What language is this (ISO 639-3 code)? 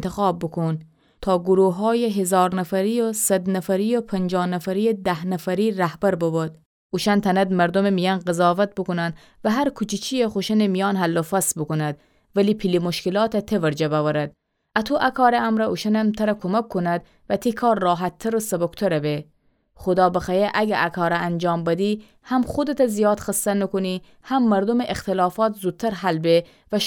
glk